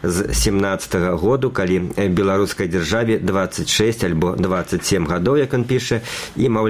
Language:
Belarusian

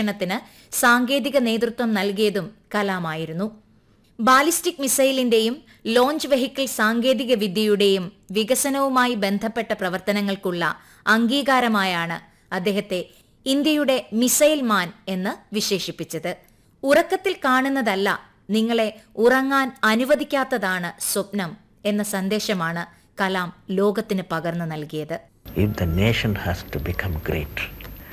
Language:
Malayalam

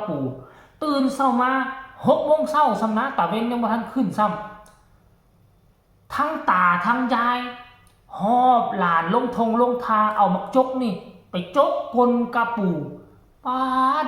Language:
Northeastern Thai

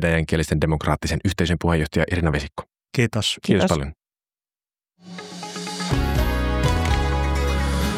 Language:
Finnish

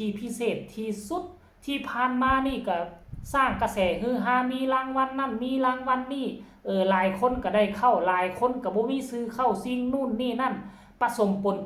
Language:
Northeastern Thai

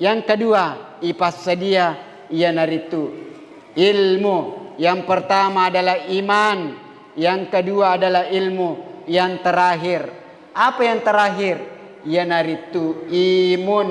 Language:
Buginese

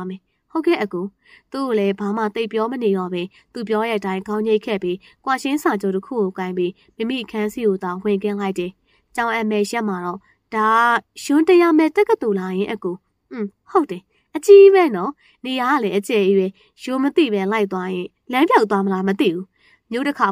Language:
Burmese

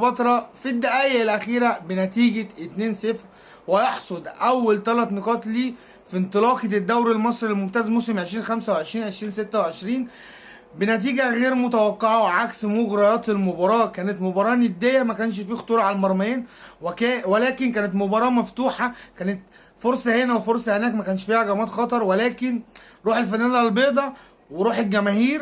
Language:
Egyptian Arabic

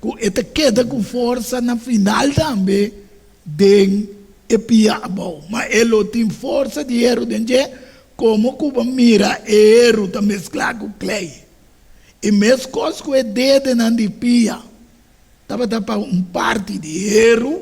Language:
Papiamento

